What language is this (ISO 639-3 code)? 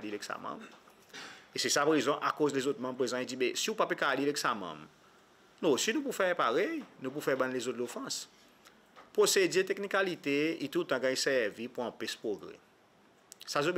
crs